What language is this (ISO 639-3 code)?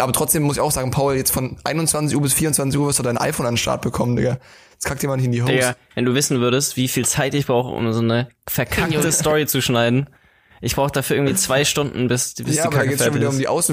deu